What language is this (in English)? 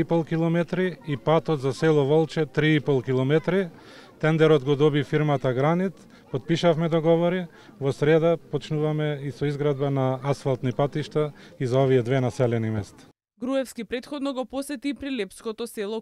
Macedonian